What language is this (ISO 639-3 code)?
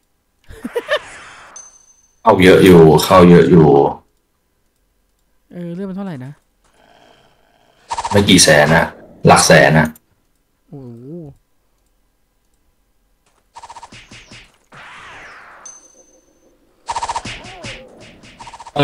tha